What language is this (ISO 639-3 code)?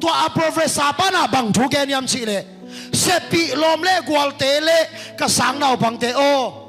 ctd